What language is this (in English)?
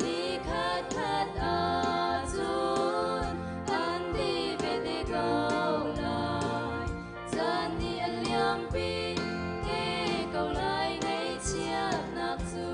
Hakha Chin